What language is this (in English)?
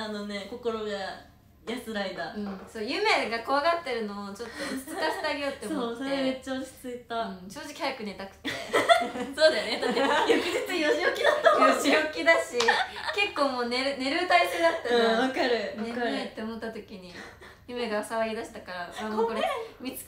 Japanese